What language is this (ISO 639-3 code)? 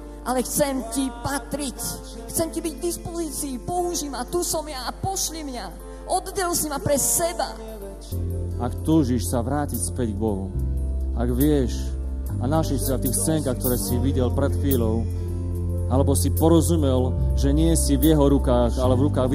slk